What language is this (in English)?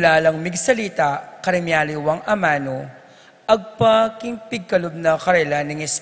Pampanga